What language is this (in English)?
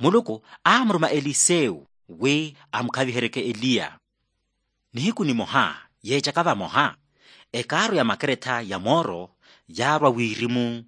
Makhuwa